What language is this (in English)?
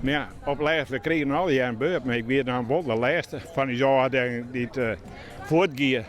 Western Frisian